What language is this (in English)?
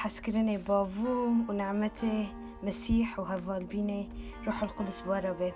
Kurdish